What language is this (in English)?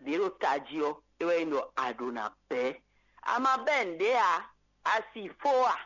Fon